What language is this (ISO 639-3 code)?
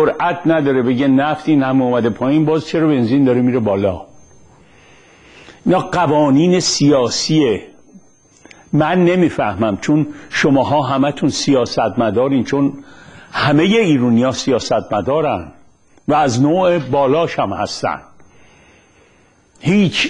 fas